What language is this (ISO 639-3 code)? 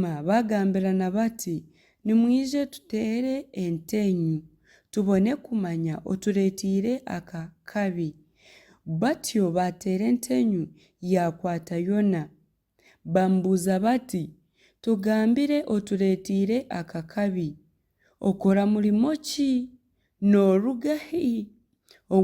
nyn